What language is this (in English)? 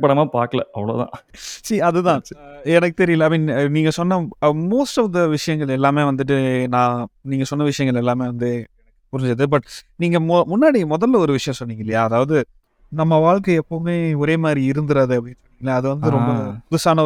Tamil